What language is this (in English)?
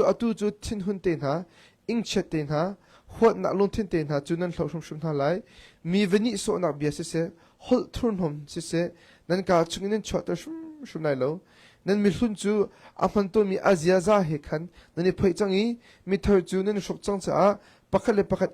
Hakha Chin